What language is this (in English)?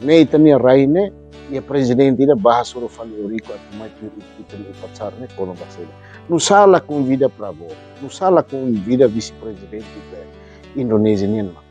Tetum